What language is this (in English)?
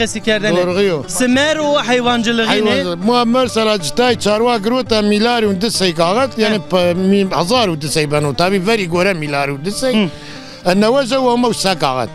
Zaza